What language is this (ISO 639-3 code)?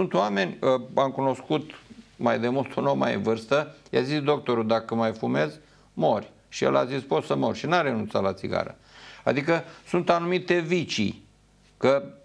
ron